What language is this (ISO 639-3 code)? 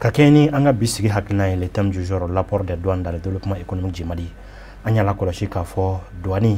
bam